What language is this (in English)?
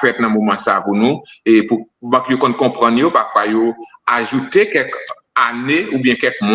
Haitian Creole